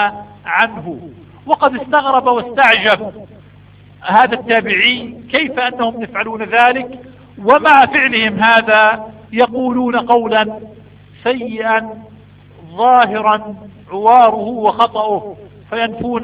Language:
Arabic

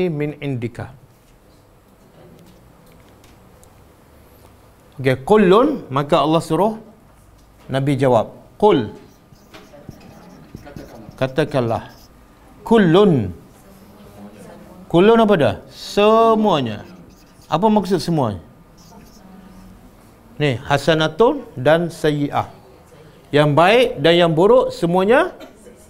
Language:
Malay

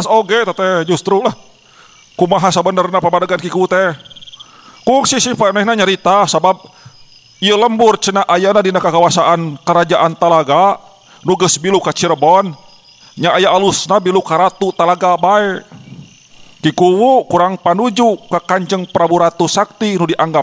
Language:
Sundanese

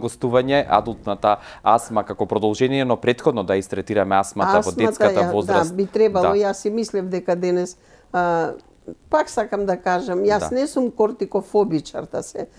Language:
Macedonian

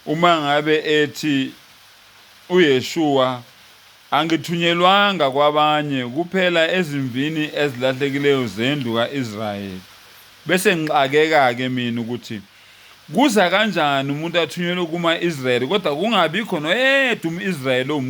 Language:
Zulu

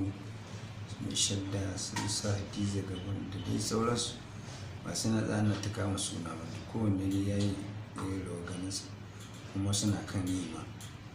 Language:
Hausa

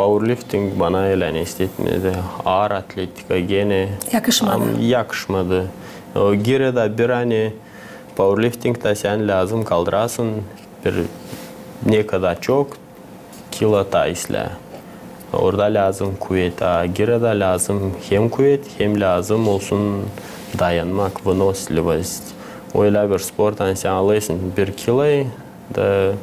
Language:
Gagauz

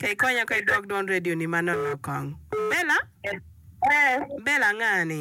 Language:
Acoli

